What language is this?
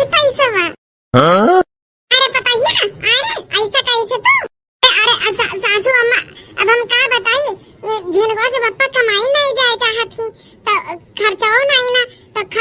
Awadhi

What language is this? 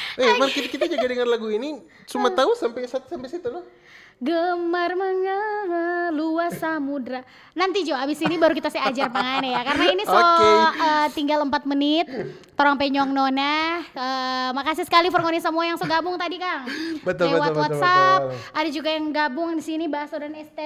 Manado Malay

